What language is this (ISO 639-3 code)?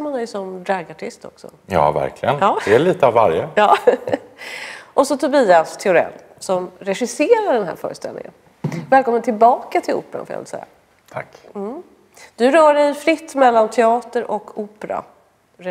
swe